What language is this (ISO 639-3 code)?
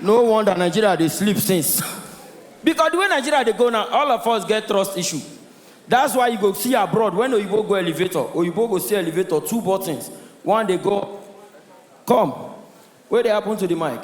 pcm